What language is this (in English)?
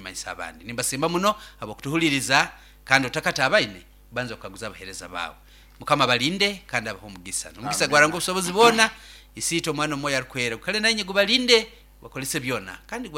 Nyoro